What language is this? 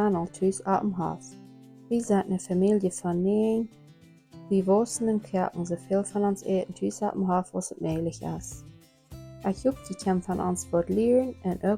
Plautdietsch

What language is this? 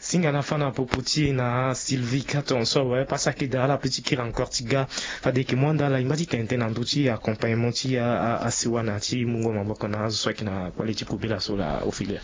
Sango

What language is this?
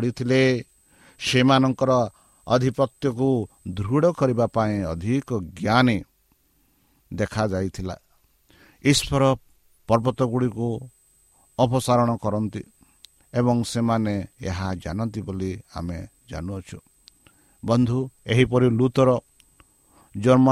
Odia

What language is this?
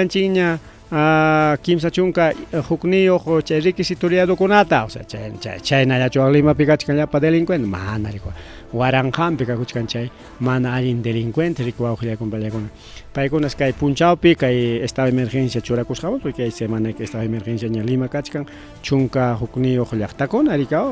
Ayacucho Quechua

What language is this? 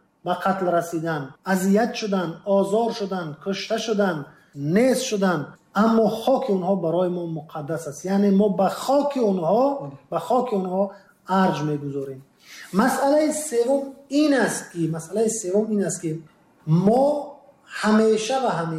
Tajik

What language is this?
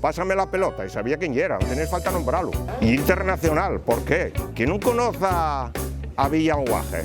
Asturian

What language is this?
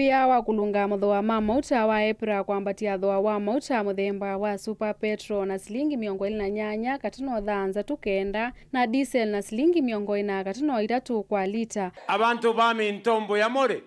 Kamba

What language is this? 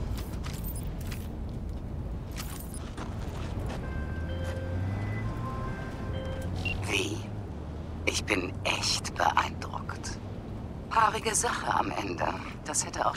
German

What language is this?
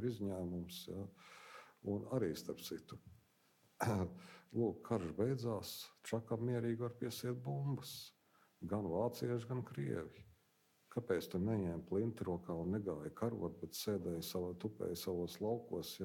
Latvian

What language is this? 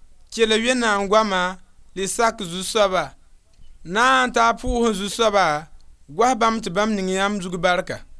Mossi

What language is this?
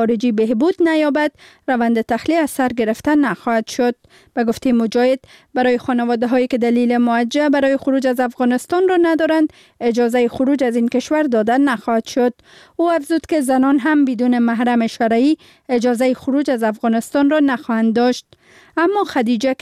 Persian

